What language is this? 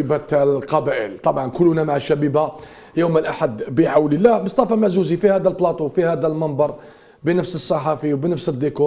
Algerian Arabic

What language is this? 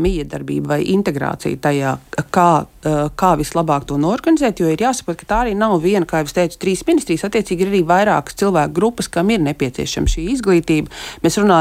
Latvian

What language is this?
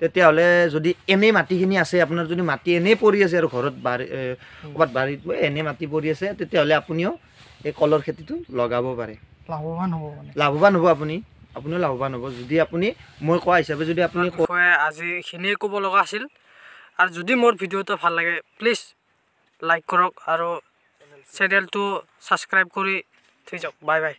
Assamese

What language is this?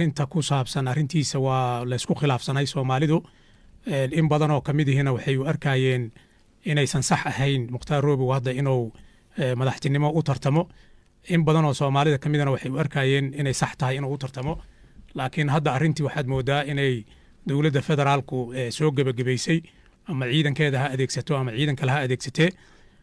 Somali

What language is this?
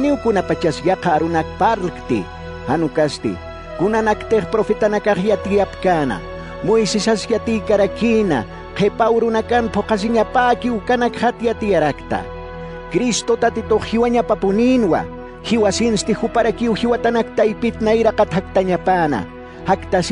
Aymara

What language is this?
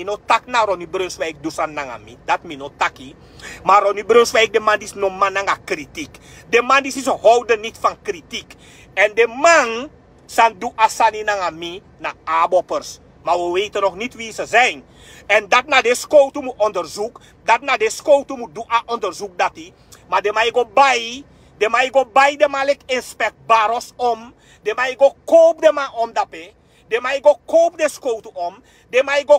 Sranan Tongo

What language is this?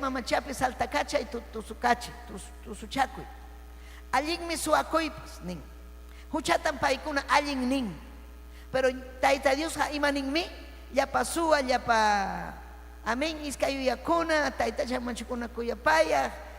Ayacucho Quechua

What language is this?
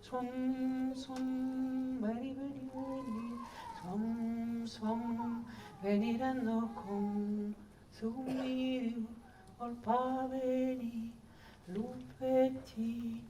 Occitan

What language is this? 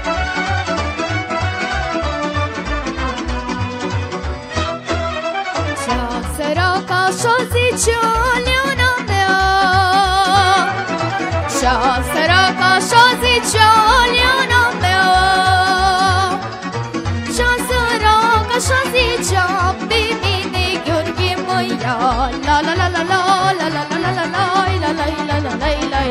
Romanian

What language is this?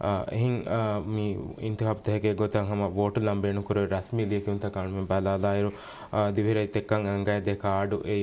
Divehi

